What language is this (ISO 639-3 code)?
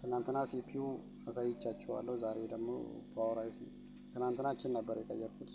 amh